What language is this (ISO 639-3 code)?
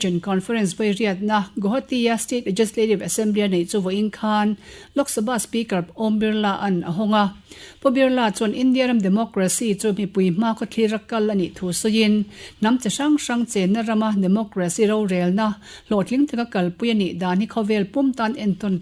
lus